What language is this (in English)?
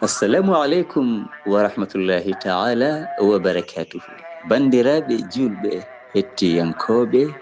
Fula